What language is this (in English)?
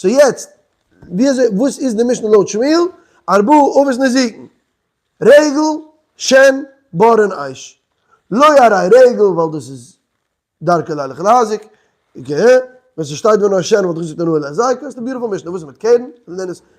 Yiddish